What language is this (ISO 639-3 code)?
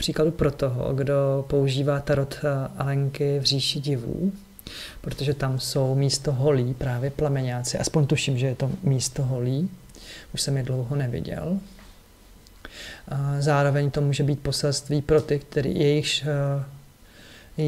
ces